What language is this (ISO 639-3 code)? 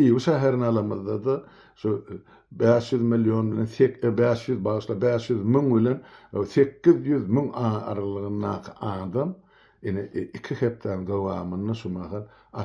tuk